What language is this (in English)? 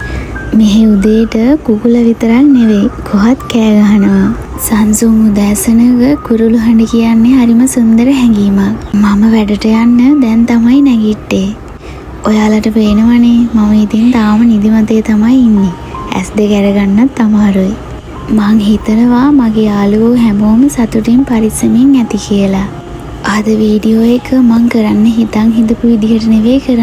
Sinhala